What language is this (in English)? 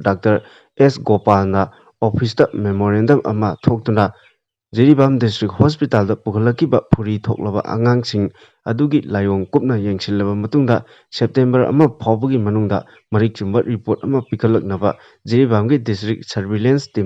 Manipuri